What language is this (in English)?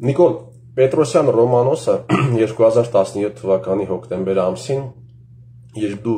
Armenian